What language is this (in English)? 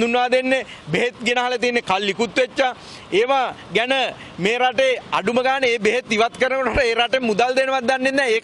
Sinhala